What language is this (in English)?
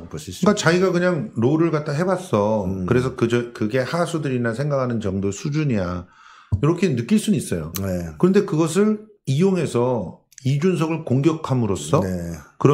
Korean